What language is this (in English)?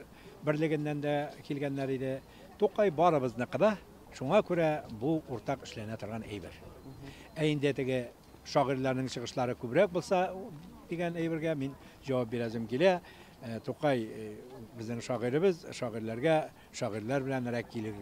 Tatar